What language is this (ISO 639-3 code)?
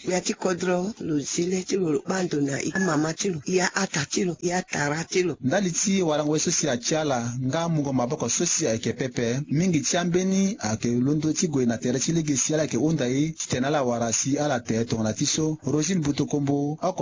sag